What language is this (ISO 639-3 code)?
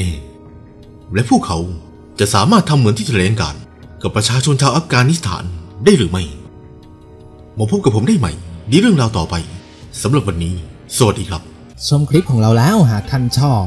tha